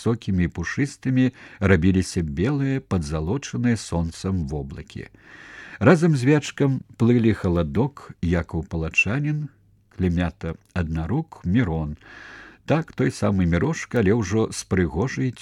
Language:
Belarusian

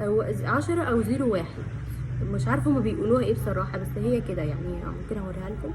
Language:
Egyptian Arabic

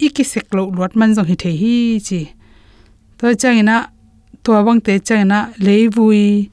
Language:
Tedim Chin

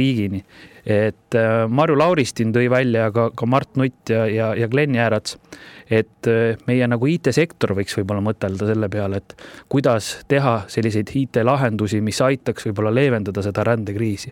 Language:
Estonian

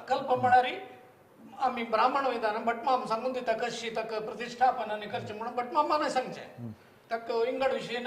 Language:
Konkani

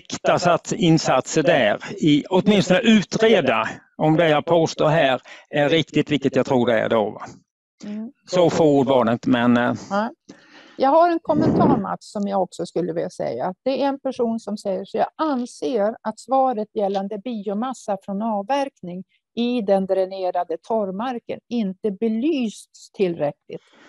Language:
Swedish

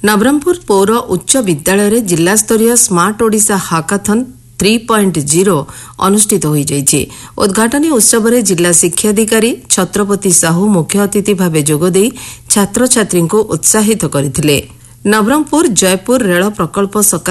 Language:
Odia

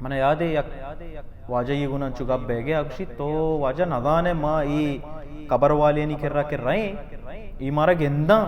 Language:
Baluchi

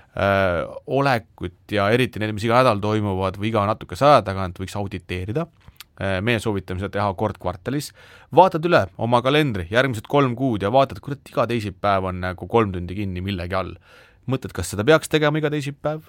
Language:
Estonian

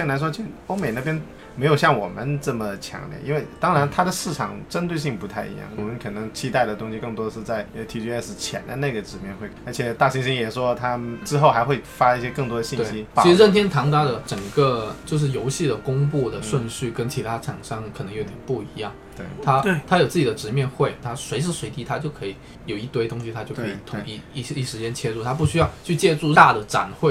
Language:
Chinese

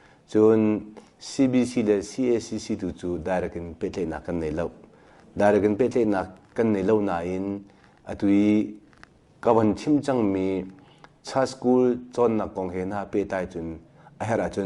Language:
Hakha Chin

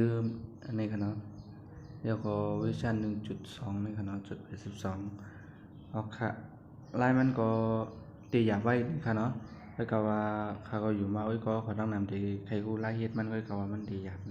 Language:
Shan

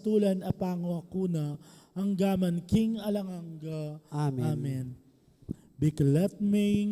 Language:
Pampanga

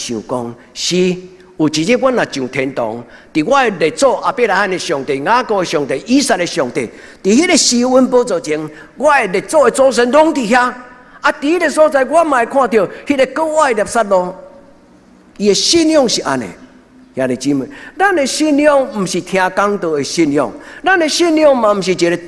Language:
Min Nan Chinese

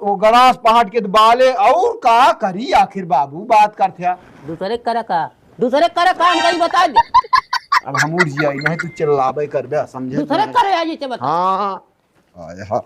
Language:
Awadhi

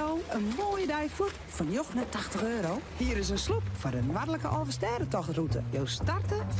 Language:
Western Frisian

